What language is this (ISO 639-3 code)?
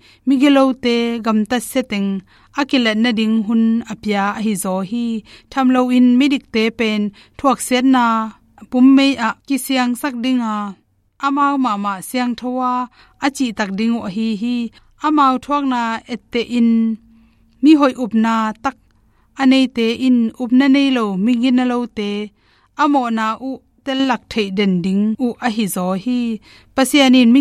ctd